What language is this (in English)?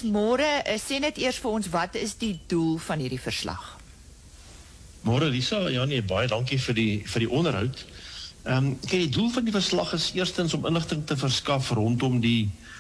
Afrikaans